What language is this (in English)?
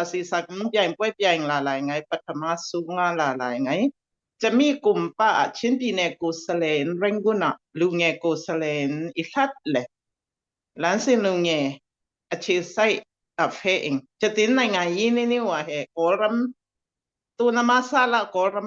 Falam Chin